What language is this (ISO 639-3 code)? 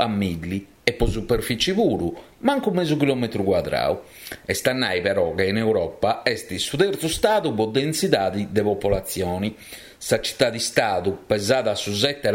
srd